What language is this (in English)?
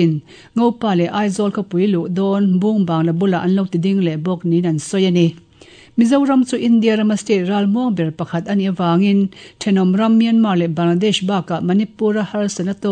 Mizo